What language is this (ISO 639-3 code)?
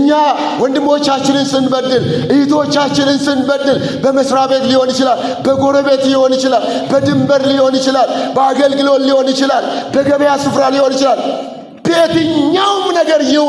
amh